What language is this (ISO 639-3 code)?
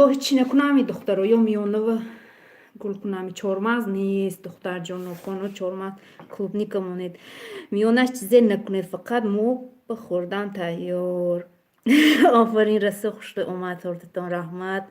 tgk